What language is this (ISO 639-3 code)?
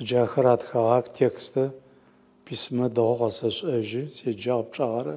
ady